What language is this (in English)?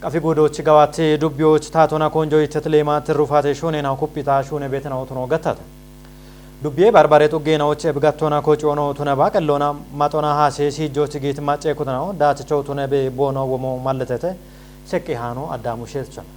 Kafa